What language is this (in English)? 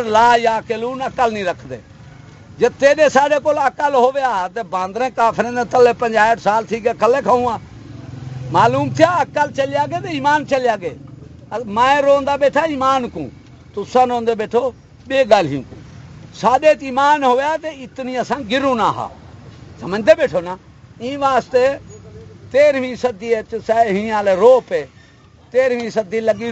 Saraiki